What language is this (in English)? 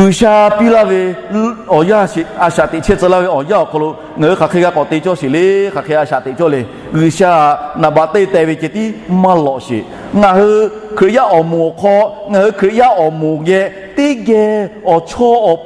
Lahu